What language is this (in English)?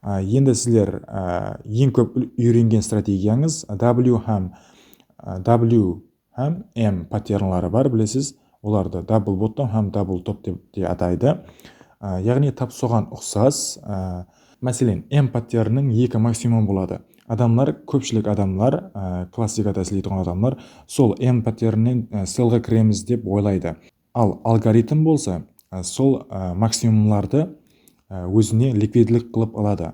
Kara-Kalpak